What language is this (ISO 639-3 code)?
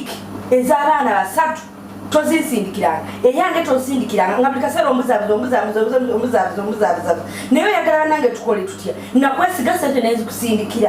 lug